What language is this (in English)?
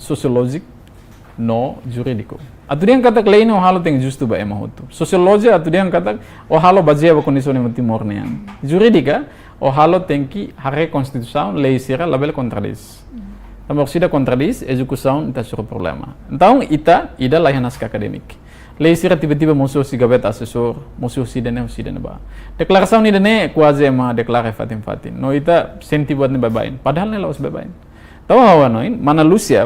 Tetum